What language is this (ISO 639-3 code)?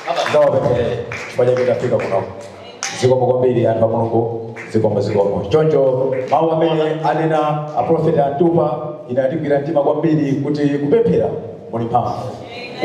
nya